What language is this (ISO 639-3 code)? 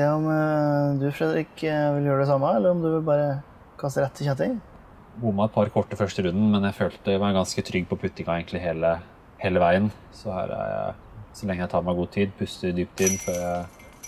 nor